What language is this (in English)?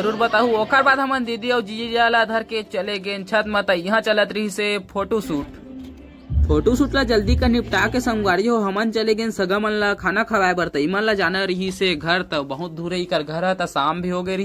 Chhattisgarhi